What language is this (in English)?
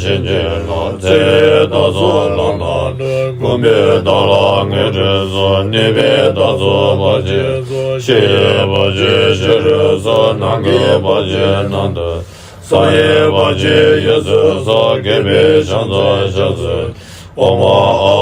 Tibetan